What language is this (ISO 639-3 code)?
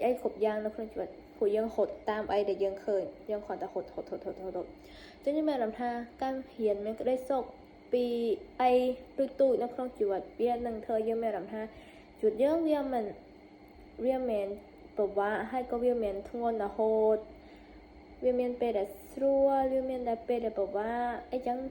khm